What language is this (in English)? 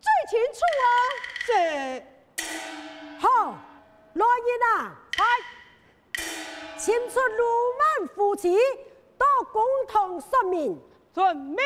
Hakka Chinese